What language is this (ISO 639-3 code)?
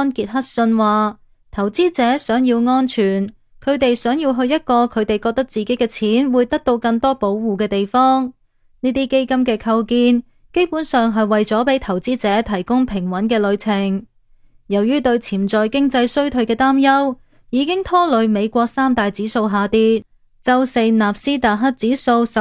yue